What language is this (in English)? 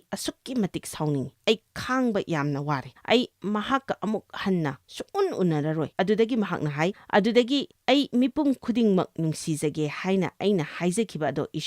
Manipuri